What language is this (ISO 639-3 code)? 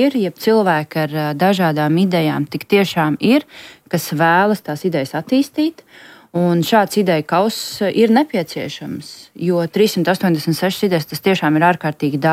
lav